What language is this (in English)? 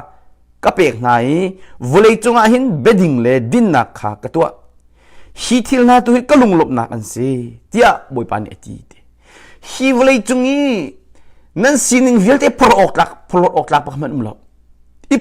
Hakha Chin